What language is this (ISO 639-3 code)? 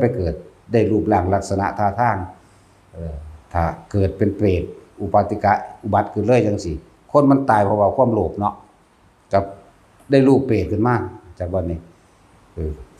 tts